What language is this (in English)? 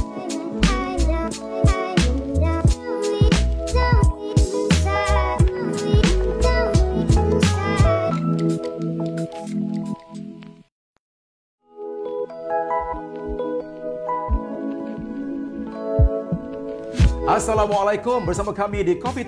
Malay